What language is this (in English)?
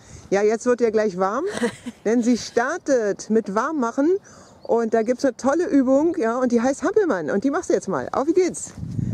German